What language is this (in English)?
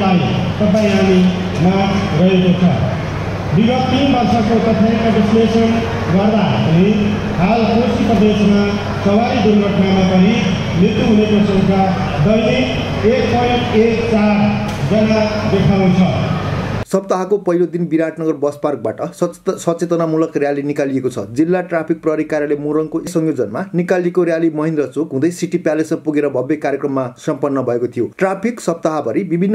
Nepali